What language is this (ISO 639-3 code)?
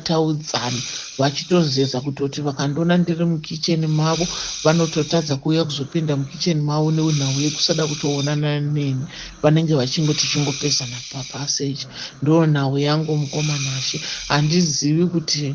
sna